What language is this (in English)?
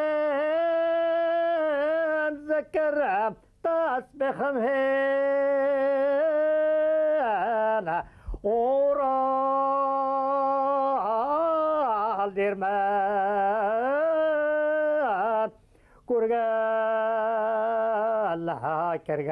Bashkir